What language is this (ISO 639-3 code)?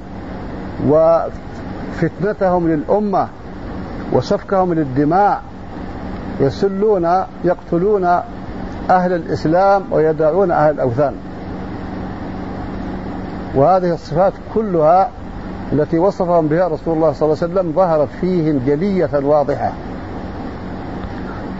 ara